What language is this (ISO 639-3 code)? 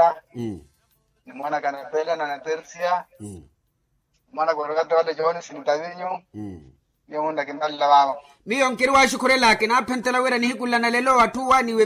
vmw